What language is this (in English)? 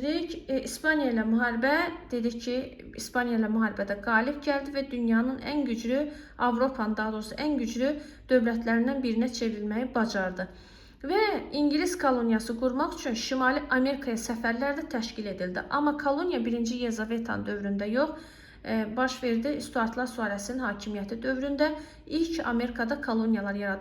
Azerbaijani